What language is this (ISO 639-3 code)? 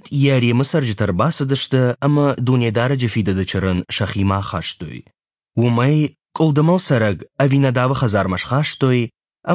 oss